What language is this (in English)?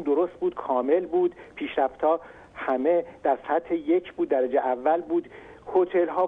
Persian